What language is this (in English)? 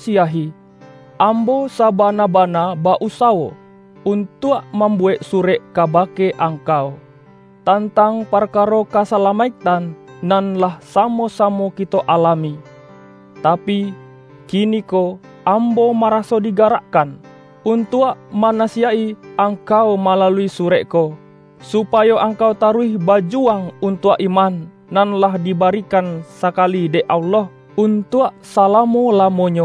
Minangkabau